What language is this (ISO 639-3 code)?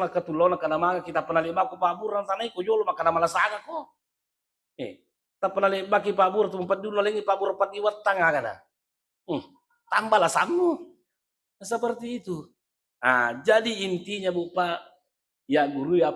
bug